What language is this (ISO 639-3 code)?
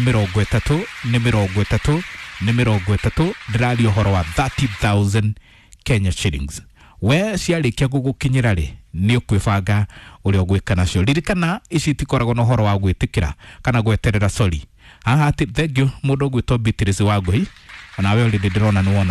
kik